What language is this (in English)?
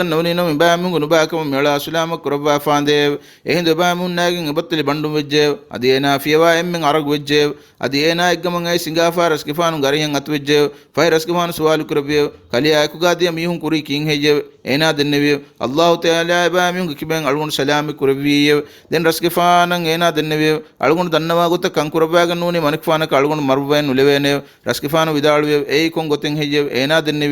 Divehi